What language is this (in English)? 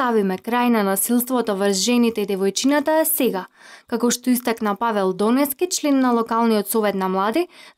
Macedonian